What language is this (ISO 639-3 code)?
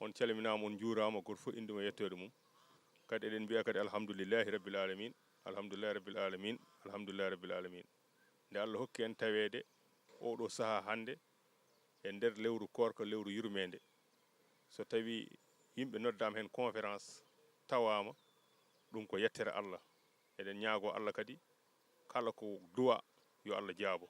ful